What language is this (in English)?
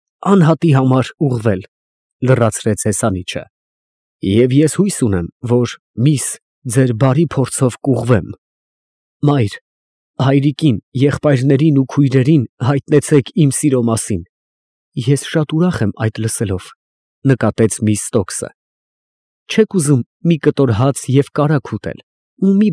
Armenian